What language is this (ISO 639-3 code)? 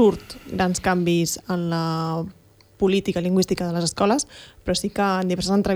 cat